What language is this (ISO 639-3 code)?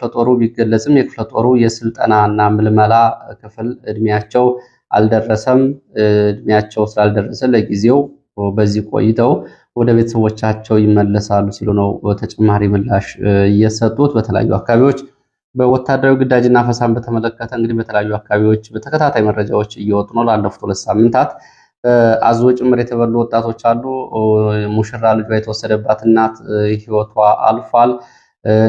amh